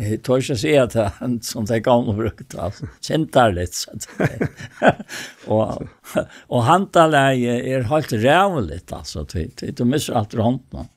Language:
Faroese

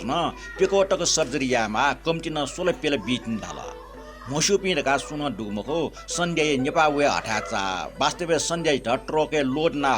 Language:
Newari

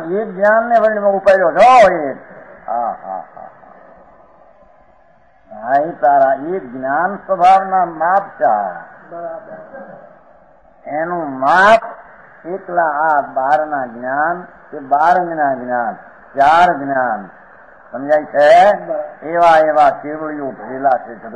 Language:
Gujarati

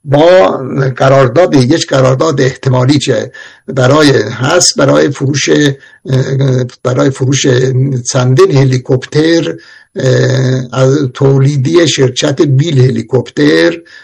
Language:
Persian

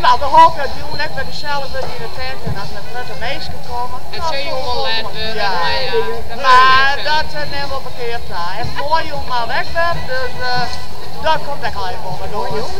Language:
Western Frisian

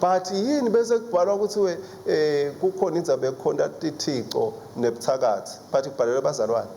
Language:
Swati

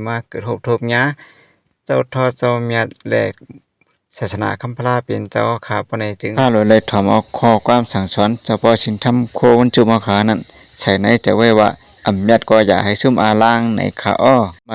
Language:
Shan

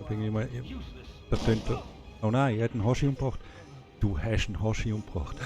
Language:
Swiss German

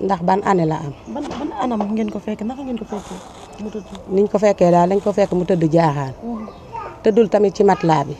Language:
Wolof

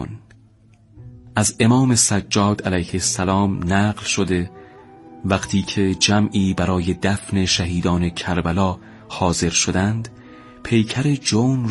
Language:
Persian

